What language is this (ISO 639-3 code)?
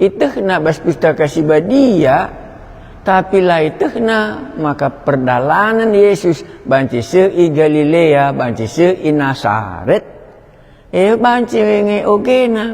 btx